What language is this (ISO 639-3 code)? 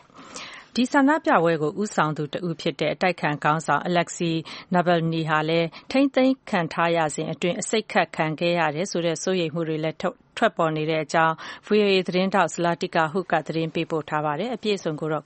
mya